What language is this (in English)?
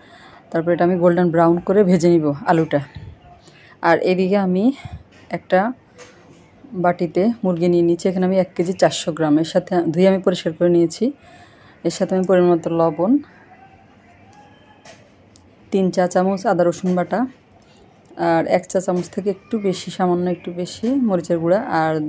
Bangla